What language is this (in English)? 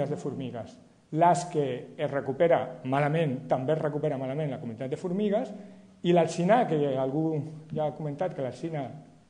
Catalan